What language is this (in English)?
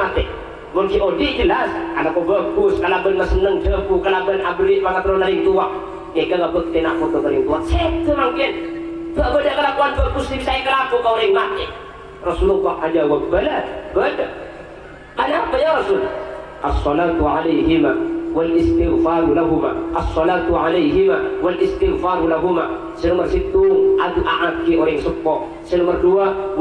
Madurese